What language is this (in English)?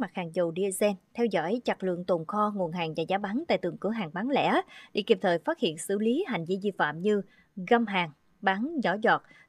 Vietnamese